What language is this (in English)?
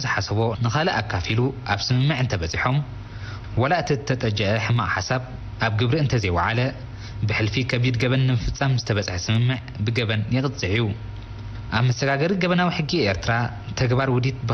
Tigrinya